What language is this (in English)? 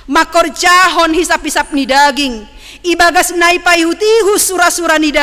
Batak Simalungun